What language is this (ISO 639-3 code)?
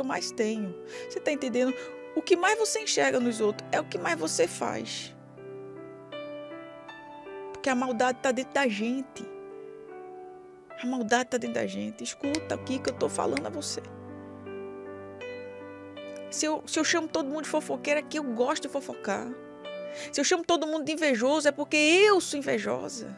por